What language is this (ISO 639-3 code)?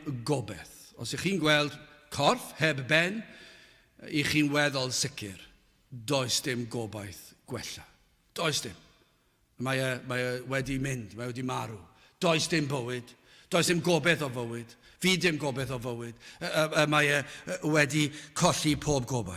cym